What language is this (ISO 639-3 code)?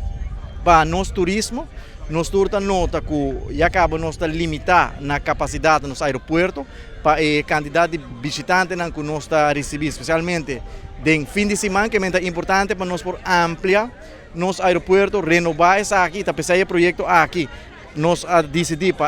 pap